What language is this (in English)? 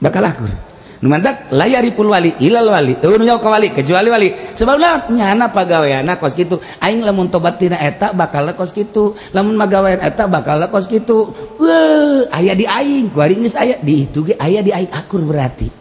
Sundanese